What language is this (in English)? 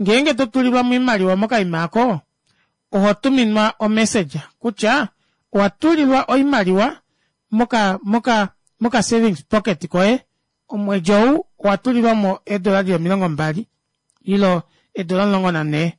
Kuanyama